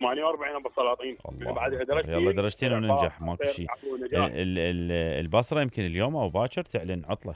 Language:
Mesopotamian Arabic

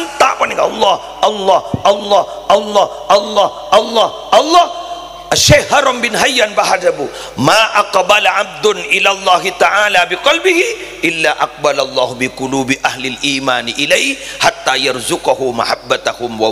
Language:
Madurese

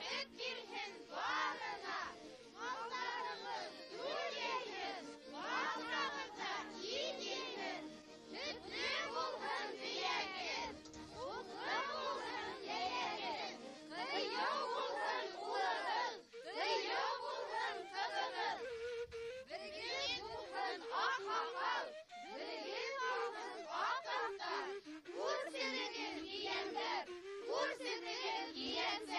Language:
Bashkir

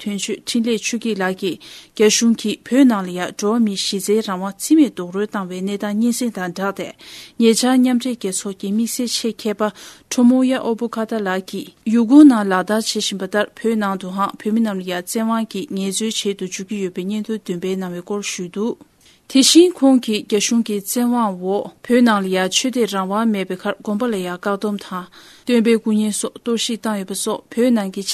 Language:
Tibetan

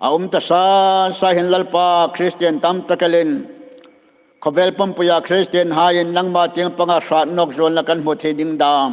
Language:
Hmar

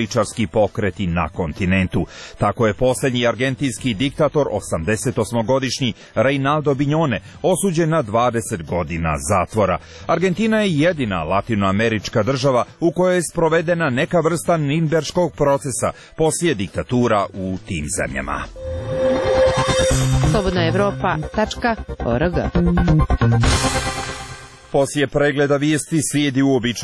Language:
Serbian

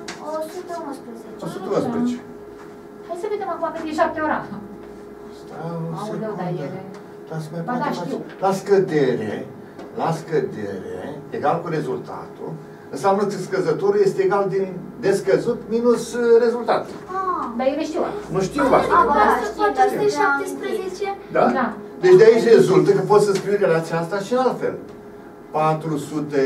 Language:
Romanian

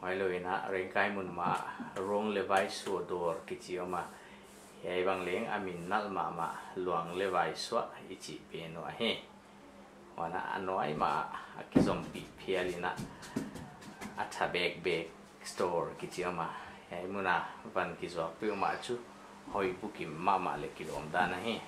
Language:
Paite Chin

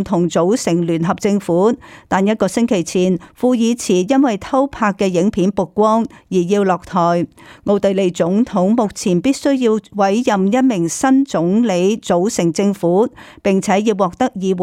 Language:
Cantonese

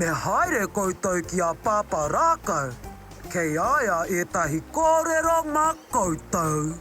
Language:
Māori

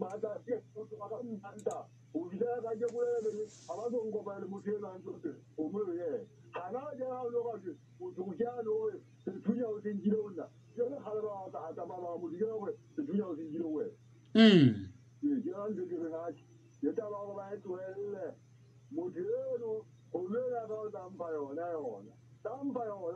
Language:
Southern Sotho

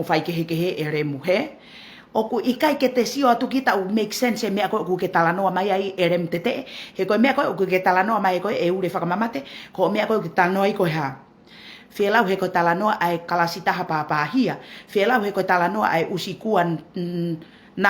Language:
Tongan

